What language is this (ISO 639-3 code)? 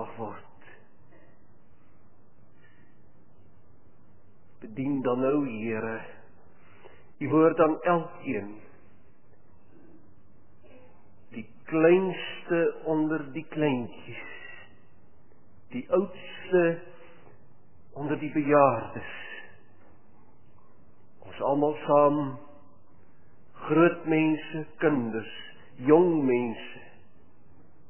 afr